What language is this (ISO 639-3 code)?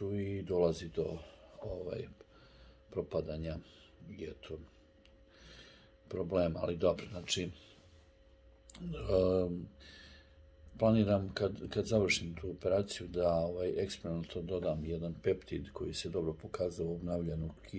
srp